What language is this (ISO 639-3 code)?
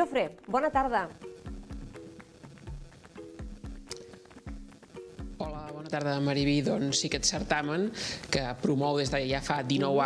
cat